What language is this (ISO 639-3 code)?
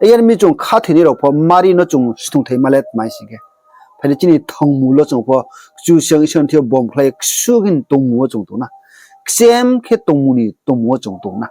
ria